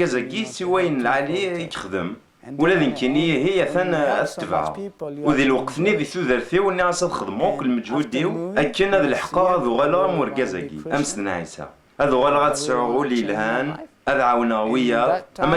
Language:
Kabyle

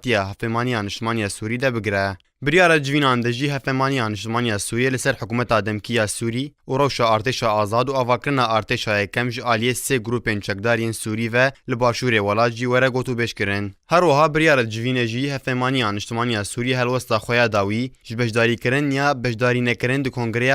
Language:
Kurdish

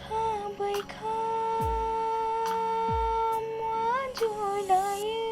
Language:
Kok Borok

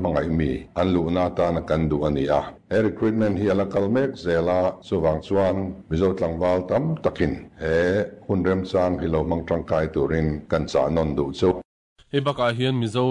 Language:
Mizo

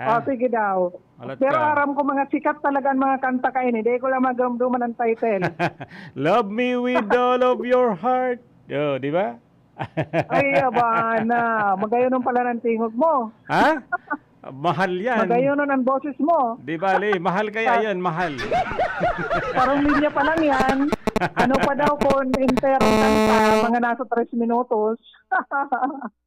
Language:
Bikol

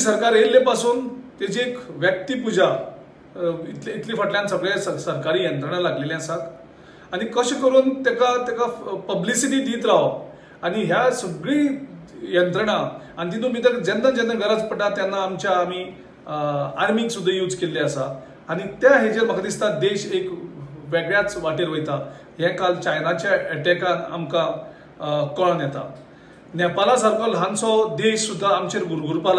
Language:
Konkani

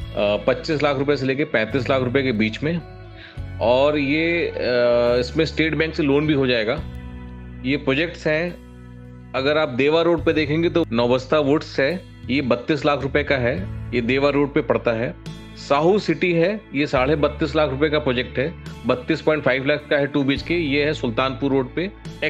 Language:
Hindi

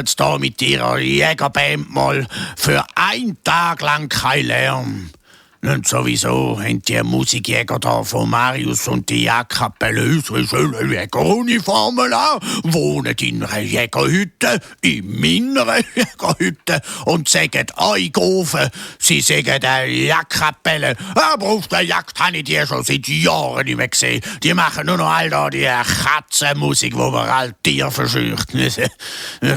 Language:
Swiss German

